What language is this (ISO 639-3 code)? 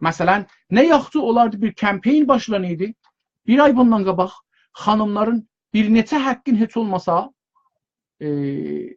azb